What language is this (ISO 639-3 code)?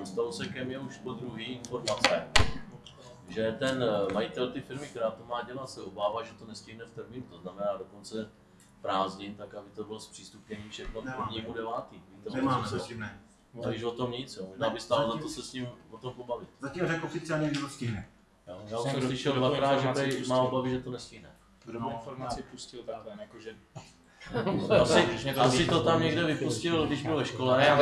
ces